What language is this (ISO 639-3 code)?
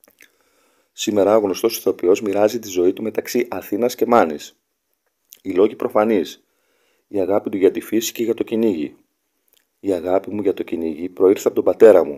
ell